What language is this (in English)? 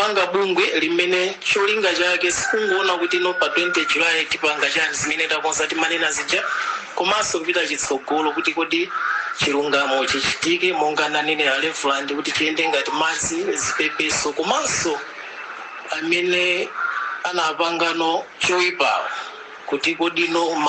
Nyanja